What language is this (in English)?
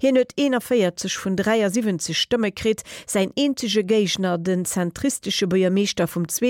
Luxembourgish